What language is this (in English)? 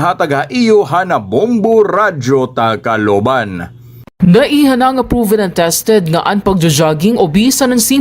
Waray